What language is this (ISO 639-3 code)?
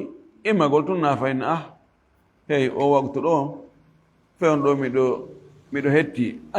ful